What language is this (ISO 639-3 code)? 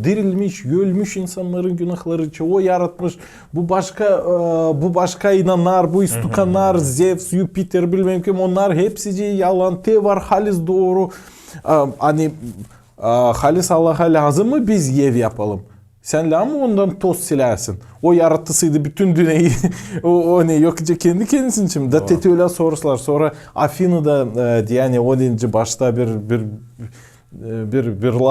gag